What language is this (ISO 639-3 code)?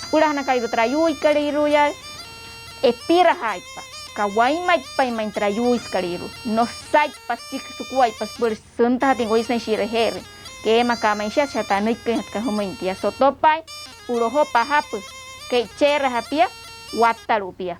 guc